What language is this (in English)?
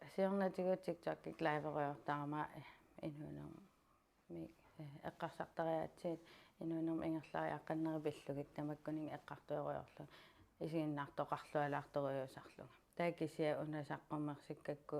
Kalaallisut